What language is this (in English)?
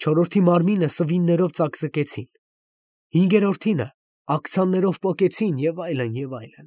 Armenian